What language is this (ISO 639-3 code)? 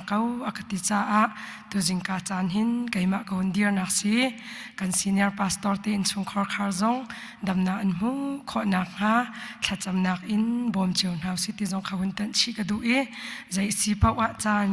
cnh